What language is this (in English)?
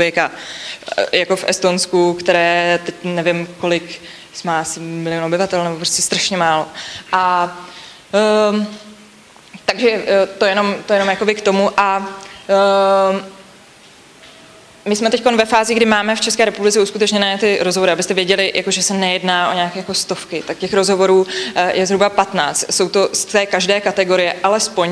Czech